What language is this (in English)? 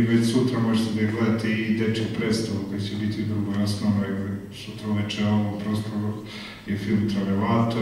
Serbian